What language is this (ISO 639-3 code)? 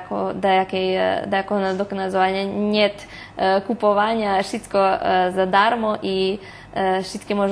rue